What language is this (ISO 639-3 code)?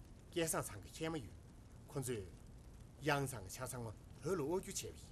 bod